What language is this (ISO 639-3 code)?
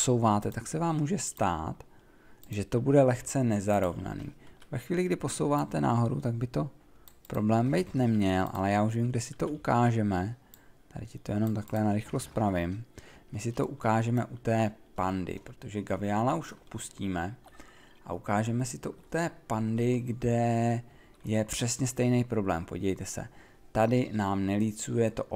ces